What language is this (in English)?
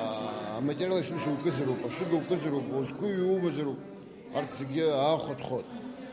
Abkhazian